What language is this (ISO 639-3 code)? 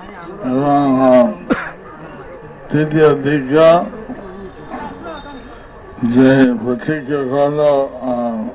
ori